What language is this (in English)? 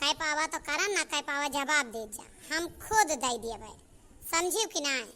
Awadhi